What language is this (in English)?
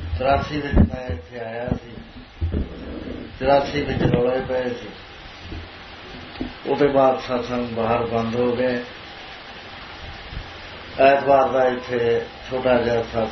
Punjabi